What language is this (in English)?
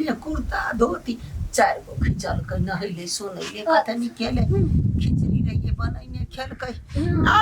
Maithili